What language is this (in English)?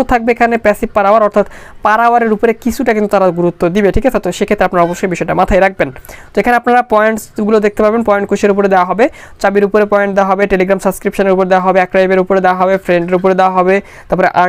Bangla